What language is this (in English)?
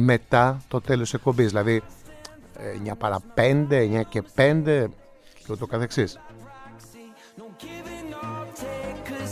Greek